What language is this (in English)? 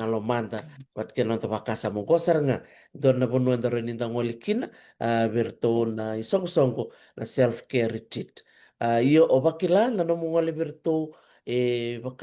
Fijian